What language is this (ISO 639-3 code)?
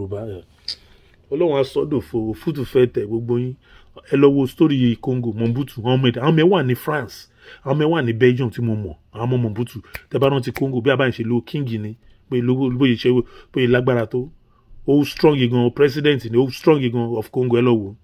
yor